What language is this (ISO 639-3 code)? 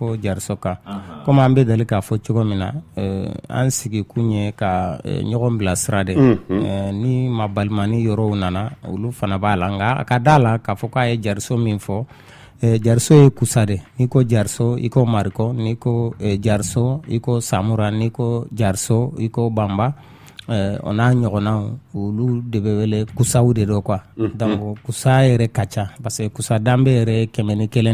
bam